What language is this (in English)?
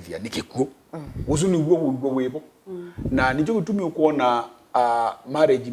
Kamba